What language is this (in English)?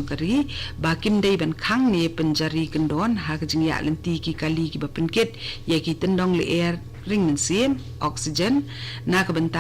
Khasi